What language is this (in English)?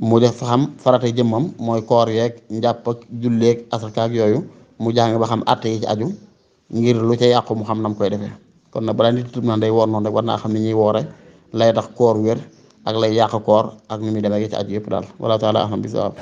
Wolof